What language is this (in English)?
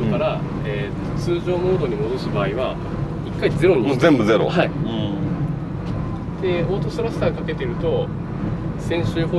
Japanese